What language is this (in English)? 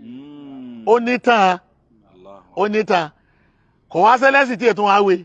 Yoruba